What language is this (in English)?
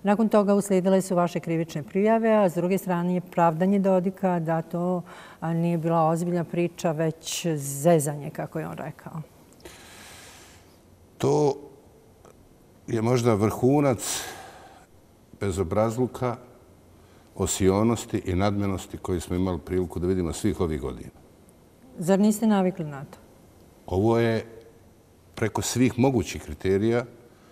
Bosnian